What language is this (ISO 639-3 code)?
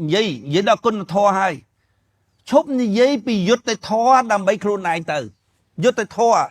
khm